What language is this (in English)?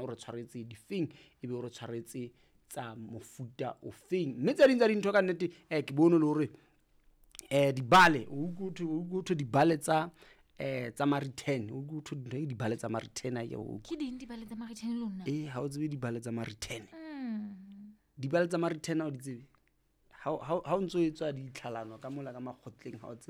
Southern Sotho